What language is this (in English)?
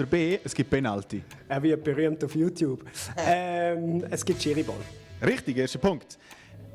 Swiss German